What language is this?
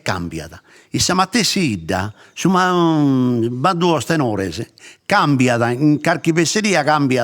Sardinian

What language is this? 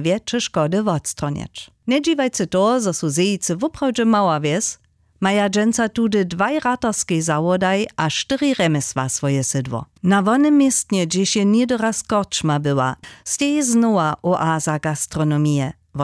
Upper Sorbian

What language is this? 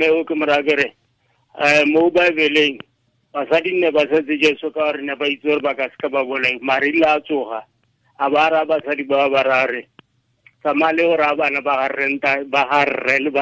Tswana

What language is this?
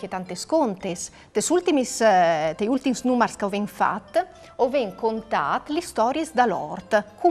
Friulian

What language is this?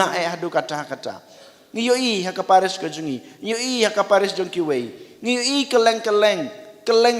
Khasi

